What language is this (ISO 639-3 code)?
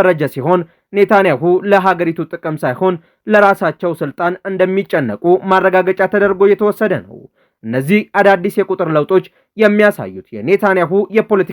amh